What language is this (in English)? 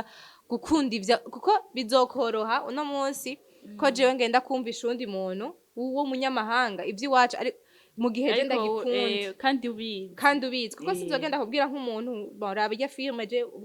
Rundi